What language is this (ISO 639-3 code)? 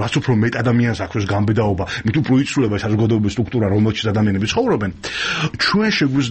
kat